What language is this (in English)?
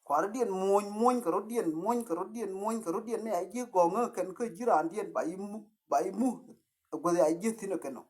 Nuer